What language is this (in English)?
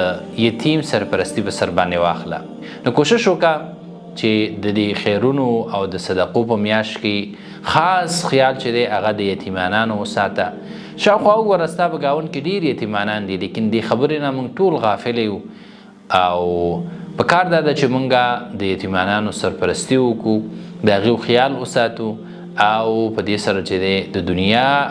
Pashto